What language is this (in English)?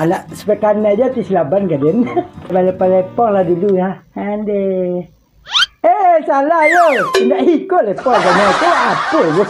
Minangkabau